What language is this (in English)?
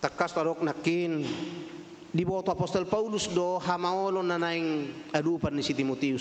Batak Toba